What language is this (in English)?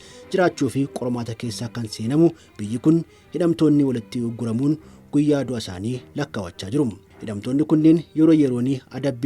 Oromo